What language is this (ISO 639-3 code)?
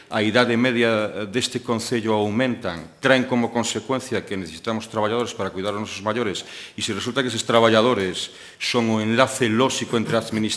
glg